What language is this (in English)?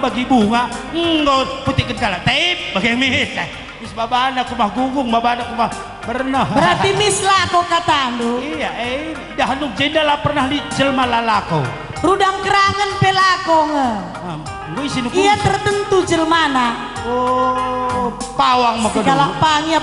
Batak Karo